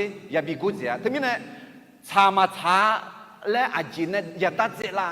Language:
Akha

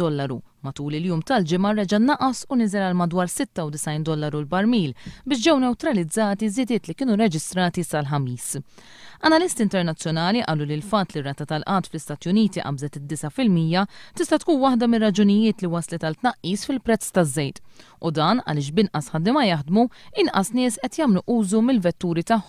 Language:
Maltese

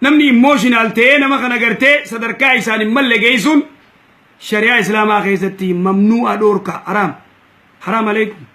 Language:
Oromo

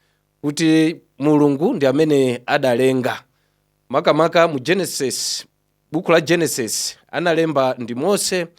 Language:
Nyanja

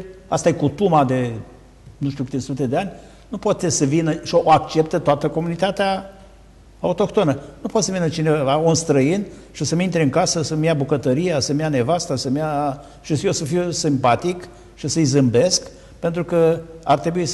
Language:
Romanian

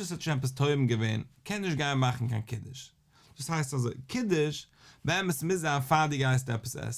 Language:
Yiddish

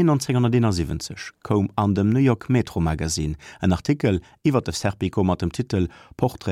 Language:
Luxembourgish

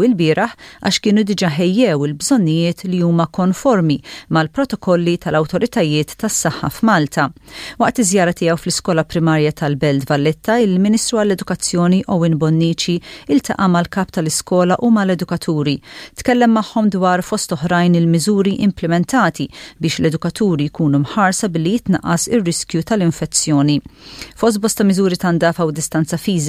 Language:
Maltese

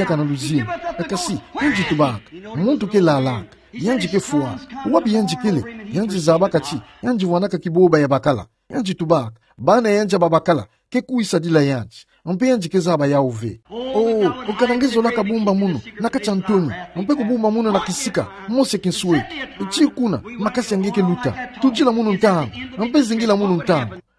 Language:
Kituba (Democratic Republic of Congo)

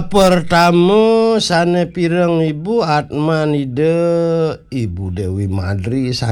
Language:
Balinese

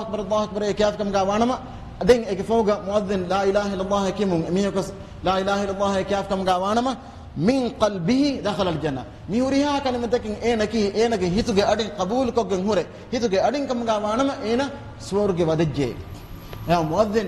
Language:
Divehi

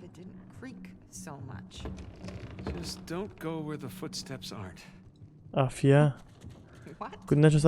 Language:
Kurdish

